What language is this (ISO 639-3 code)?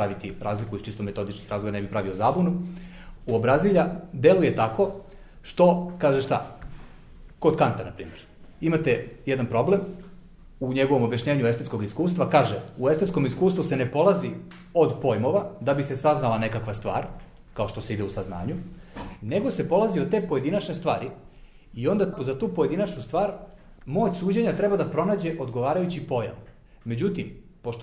srp